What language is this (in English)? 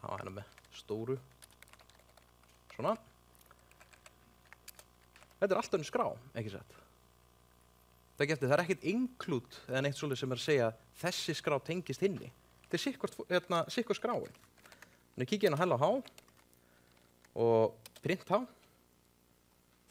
Icelandic